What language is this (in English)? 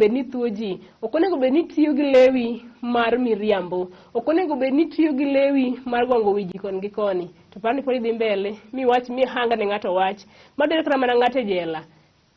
Luo (Kenya and Tanzania)